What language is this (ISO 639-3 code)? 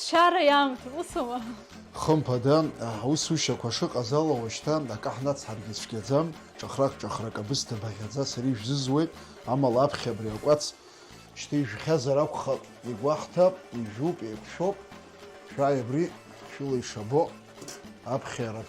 abk